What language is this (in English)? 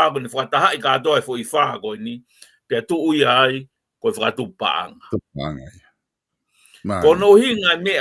Tongan